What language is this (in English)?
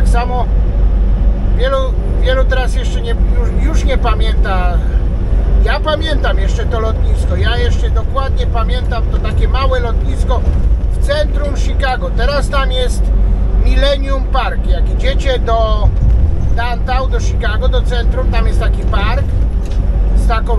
Polish